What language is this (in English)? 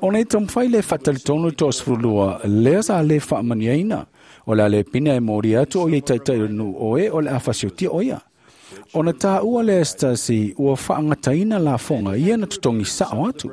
Samoan